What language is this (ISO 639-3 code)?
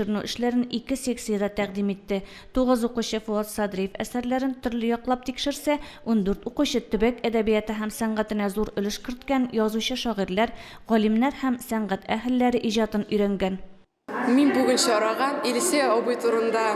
tat